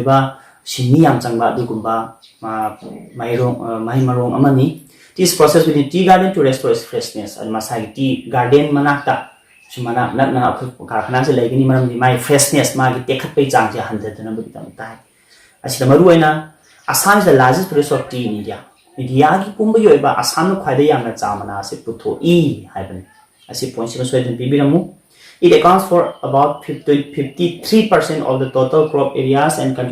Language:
Manipuri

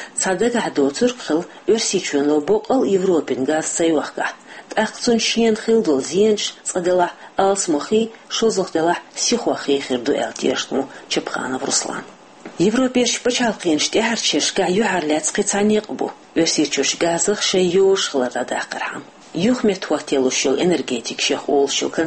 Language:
Chechen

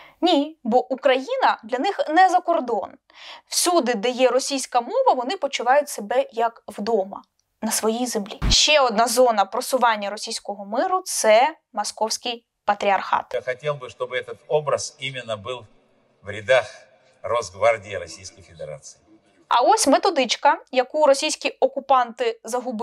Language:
Ukrainian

